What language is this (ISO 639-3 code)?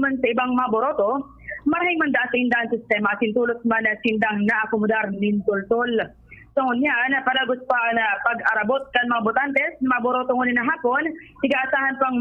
bik